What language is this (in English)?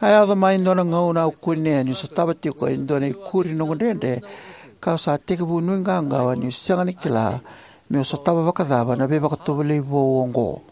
Fijian